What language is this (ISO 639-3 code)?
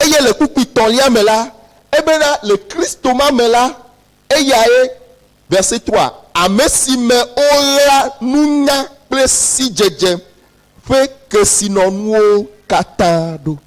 ewe